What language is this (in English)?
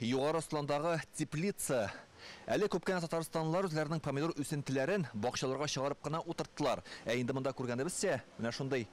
Tatar